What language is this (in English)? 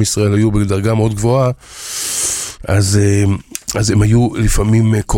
Hebrew